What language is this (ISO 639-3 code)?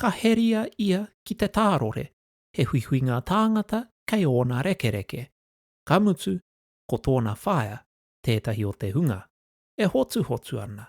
mri